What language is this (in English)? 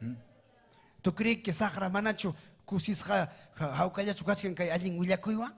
Ayacucho Quechua